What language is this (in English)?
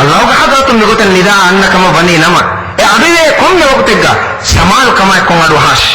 Divehi